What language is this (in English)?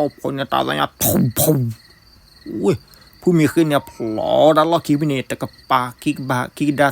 S'gaw Karen